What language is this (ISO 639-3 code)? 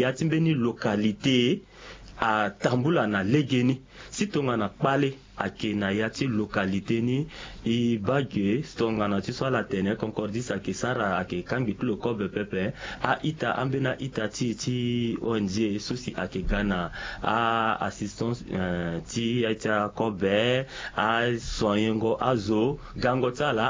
sag